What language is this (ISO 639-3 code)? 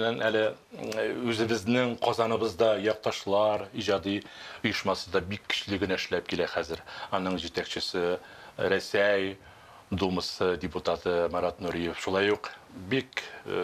tat